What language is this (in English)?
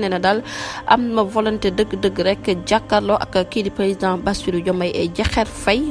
Wolof